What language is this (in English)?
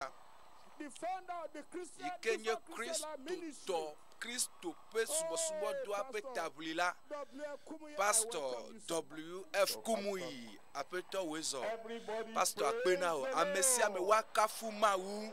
Ewe